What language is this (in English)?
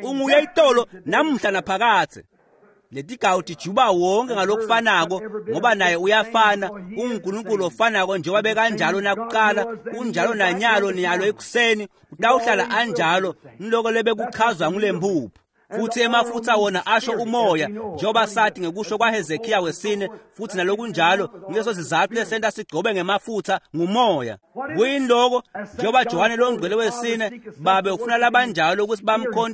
Swati